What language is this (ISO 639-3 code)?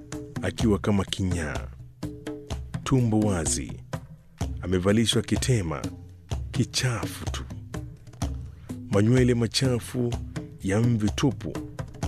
swa